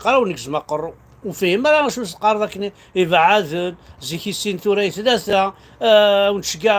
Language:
Kabyle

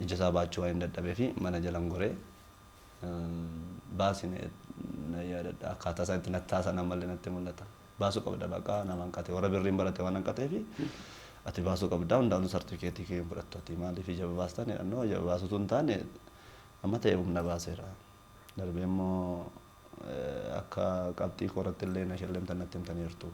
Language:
Oromo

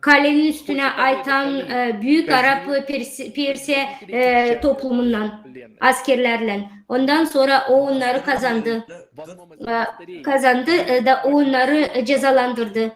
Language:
Gagauz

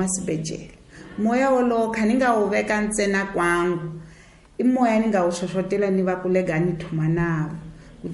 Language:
Tsonga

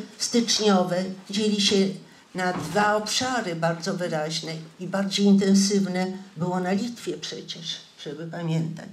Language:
Polish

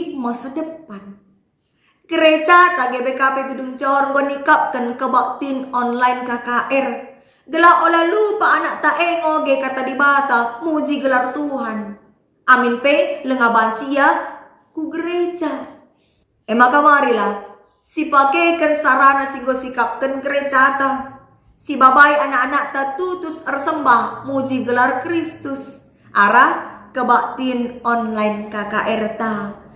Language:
Batak Karo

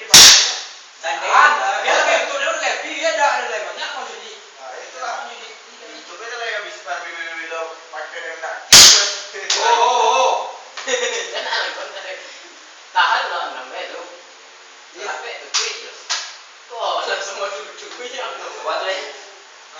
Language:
Minangkabau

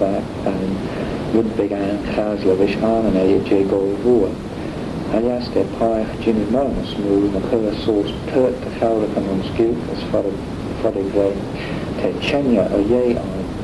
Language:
Manx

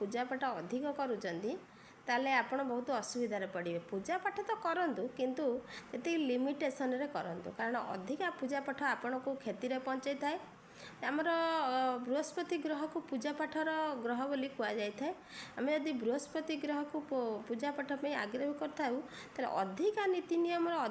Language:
Odia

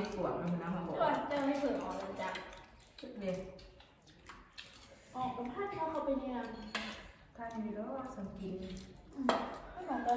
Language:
Thai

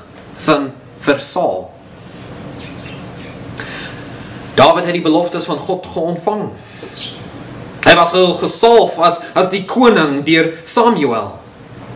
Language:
Afrikaans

